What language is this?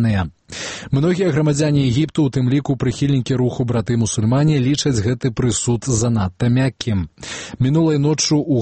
Belarusian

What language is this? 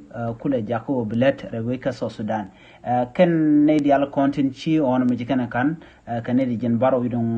Nuer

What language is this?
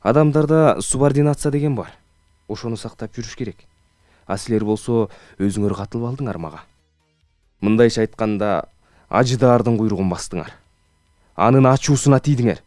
Kyrgyz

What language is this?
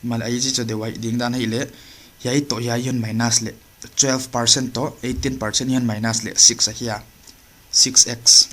Paite Chin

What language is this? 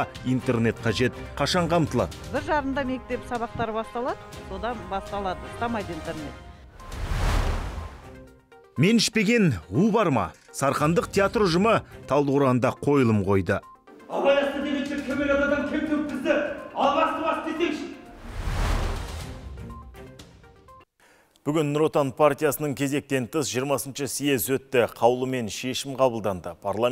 Kazakh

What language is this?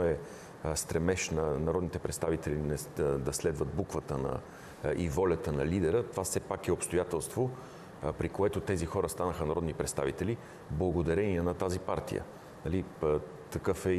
Bulgarian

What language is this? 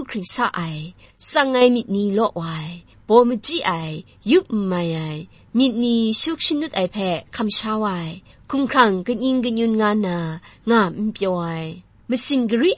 Kachin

